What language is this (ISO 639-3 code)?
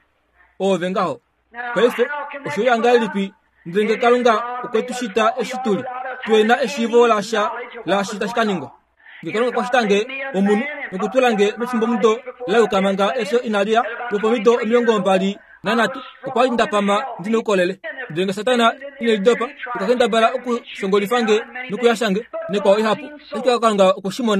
kua